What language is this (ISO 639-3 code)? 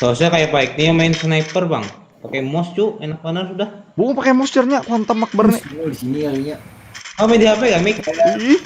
bjn